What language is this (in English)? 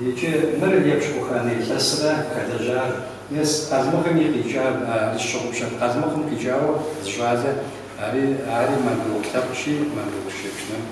Kabardian